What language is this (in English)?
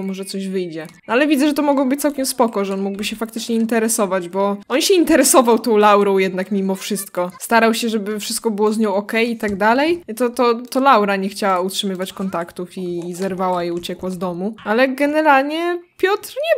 Polish